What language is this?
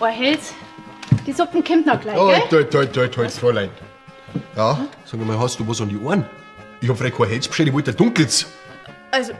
Bavarian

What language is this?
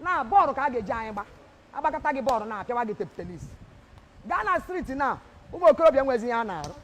Igbo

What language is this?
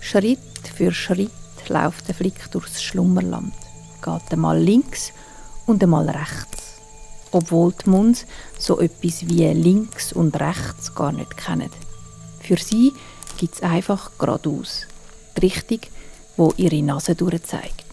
Swiss German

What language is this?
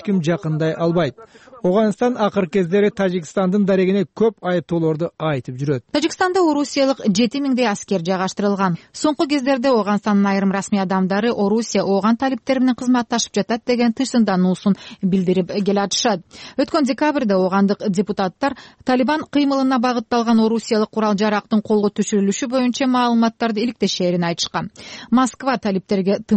Kyrgyz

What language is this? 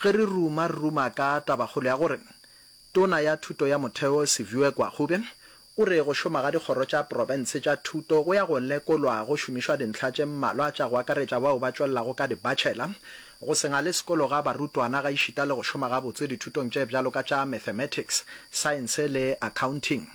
Northern Sotho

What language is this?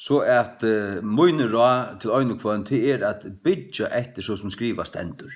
Faroese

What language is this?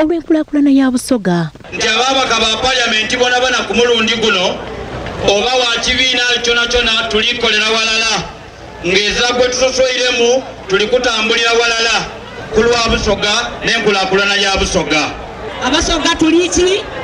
Ganda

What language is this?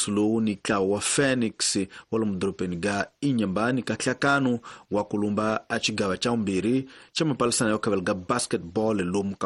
Tsonga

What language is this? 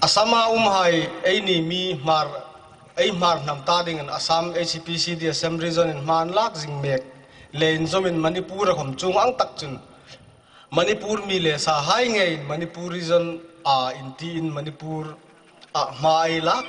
Hmar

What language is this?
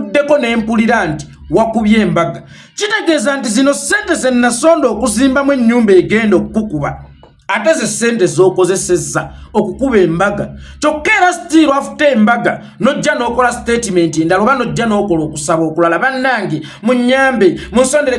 Ganda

